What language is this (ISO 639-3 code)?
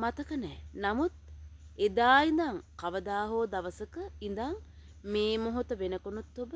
sin